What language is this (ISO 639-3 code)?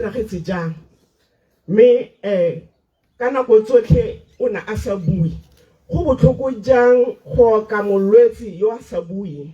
tsn